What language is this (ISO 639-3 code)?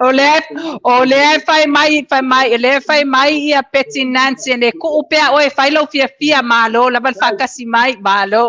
smo